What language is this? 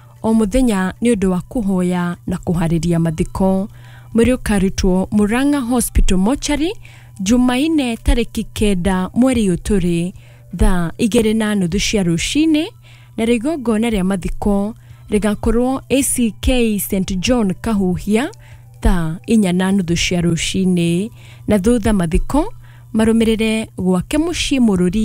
Kikuyu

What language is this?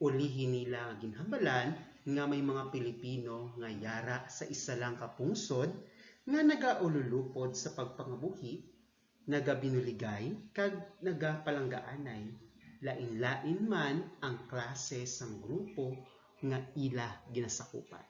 Hiligaynon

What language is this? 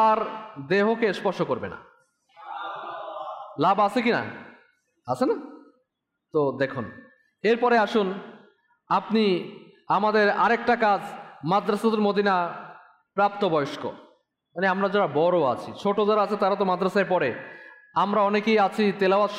Bangla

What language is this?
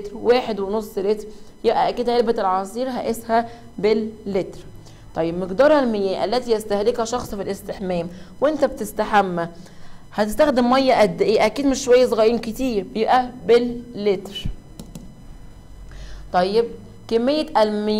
Egyptian Arabic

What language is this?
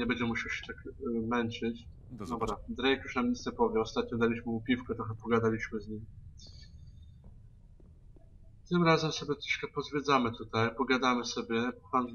Polish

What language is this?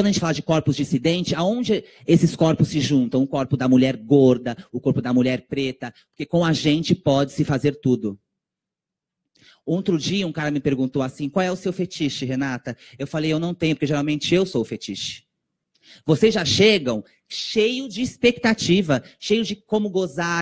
Portuguese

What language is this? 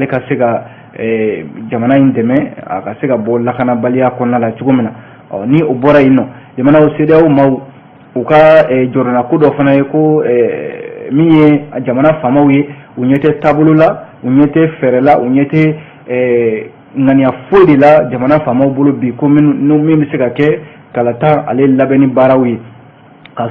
Bambara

